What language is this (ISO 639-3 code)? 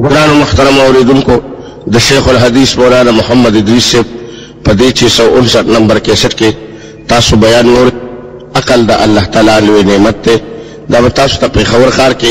pus